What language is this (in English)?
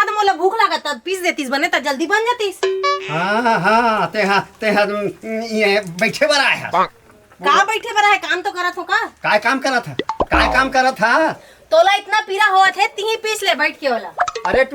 Chhattisgarhi